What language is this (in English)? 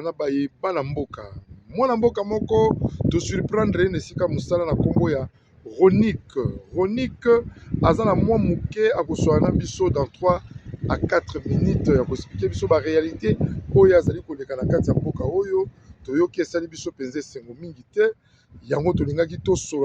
Lingala